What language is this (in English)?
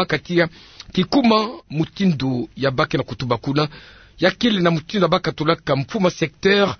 Kituba (Democratic Republic of Congo)